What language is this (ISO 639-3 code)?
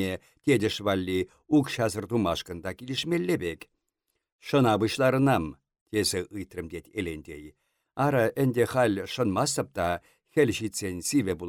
chv